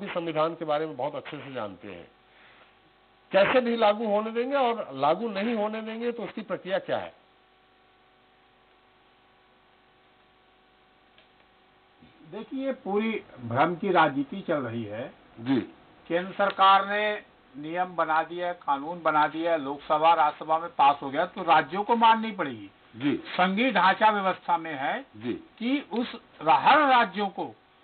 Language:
Hindi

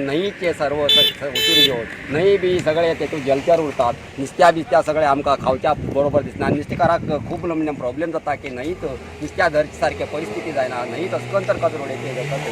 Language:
Konkani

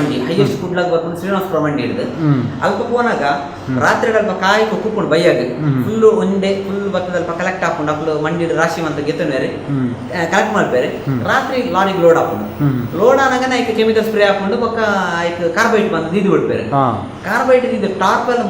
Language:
Tulu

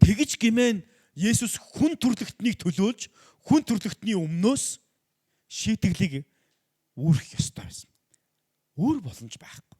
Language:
Mongolian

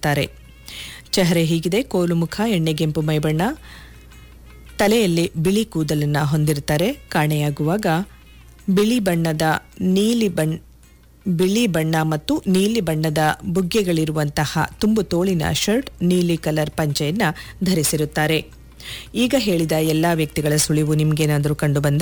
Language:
Kannada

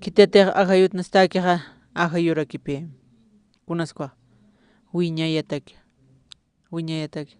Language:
Aymara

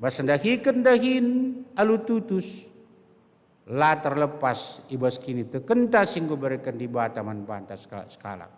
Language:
Batak Karo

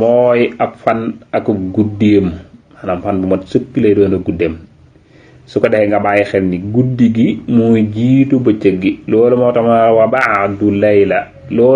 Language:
Wolof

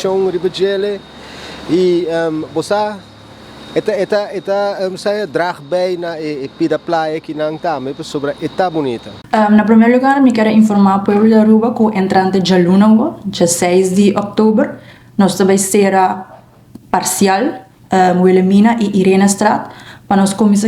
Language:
Papiamento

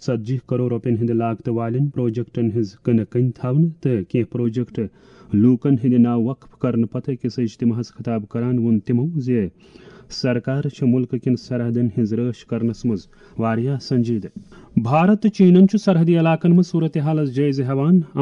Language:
Kashmiri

